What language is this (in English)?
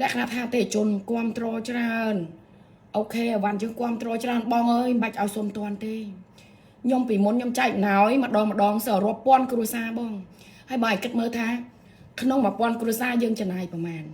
Khmer